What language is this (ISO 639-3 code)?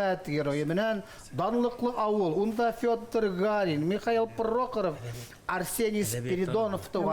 bak